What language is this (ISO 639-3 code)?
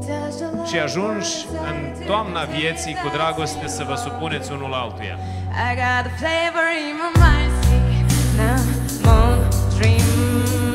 ron